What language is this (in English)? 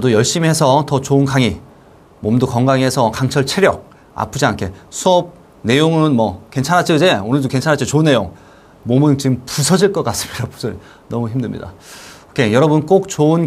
Korean